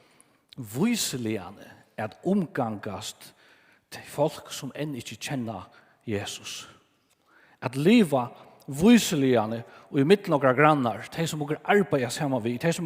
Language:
Faroese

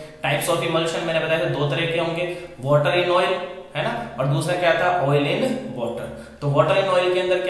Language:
Hindi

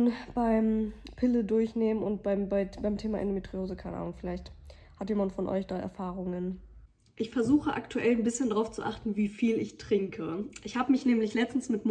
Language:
German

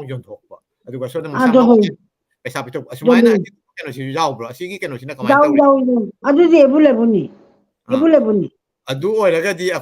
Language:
Manipuri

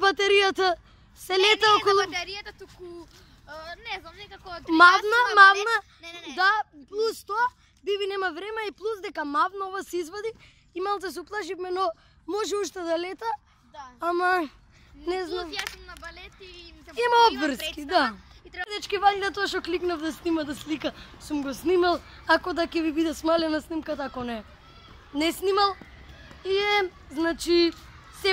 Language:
Macedonian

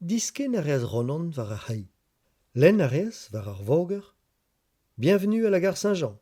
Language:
Breton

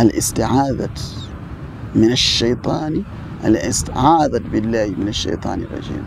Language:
Ganda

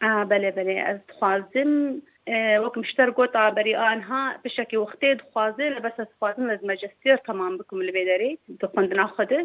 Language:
Kurdish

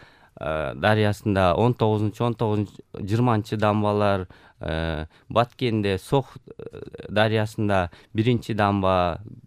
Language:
Kyrgyz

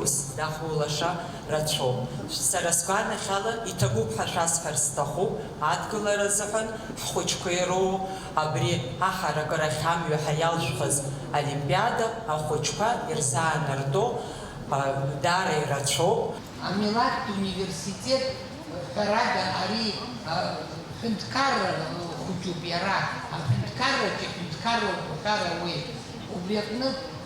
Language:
Abkhazian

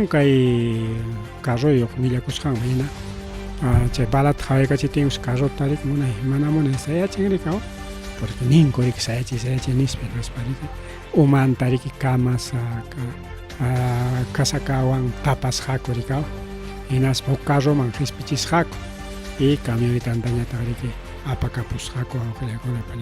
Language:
Ayacucho Quechua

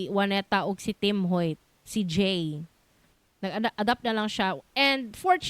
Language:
Cebuano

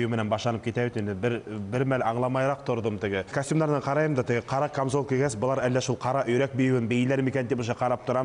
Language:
Bashkir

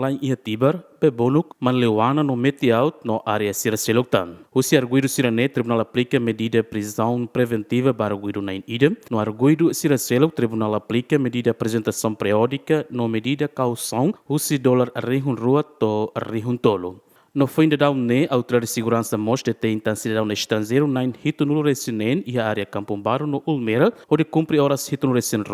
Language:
Tetum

